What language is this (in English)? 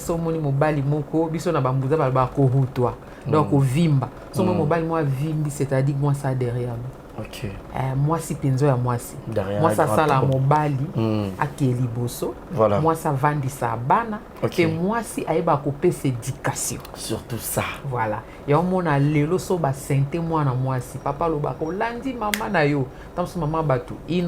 Lingala